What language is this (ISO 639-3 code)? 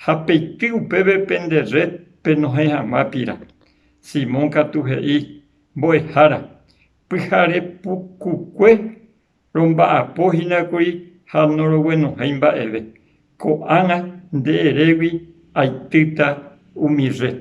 grn